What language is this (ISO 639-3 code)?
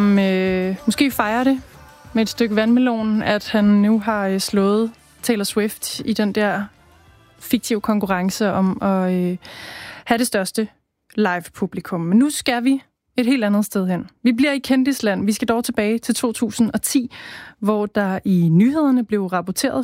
dan